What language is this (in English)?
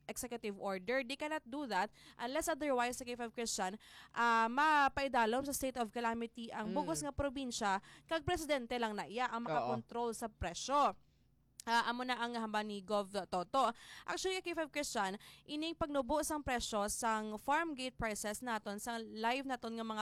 Hiligaynon